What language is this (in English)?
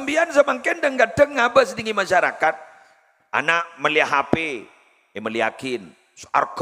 Madurese